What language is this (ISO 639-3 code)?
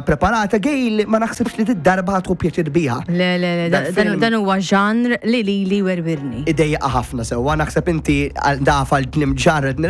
mlt